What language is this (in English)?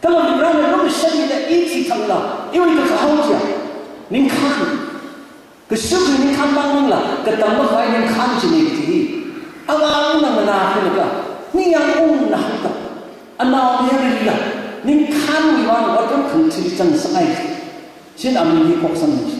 Tangkhul Naga (India)